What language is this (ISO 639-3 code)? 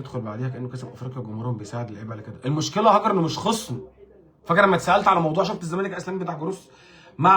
arz